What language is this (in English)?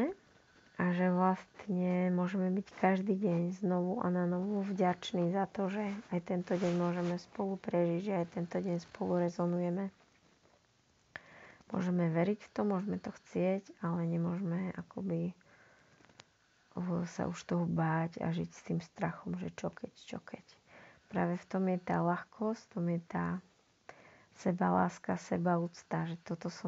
Slovak